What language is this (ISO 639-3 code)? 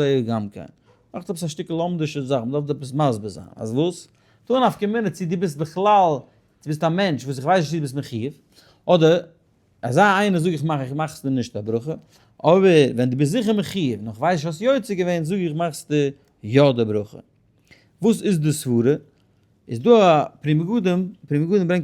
yid